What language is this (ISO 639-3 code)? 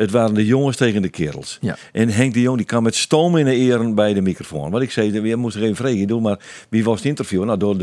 fry